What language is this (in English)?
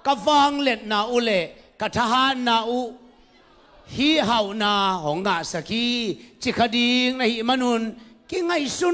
Tedim Chin